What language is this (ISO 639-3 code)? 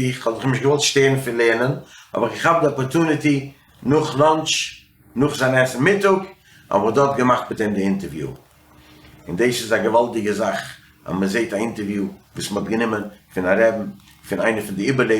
yid